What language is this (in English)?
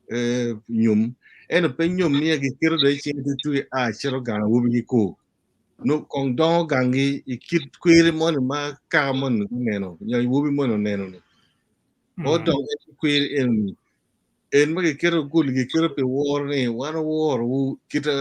Acoli